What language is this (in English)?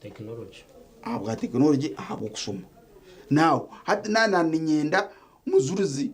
Nyankole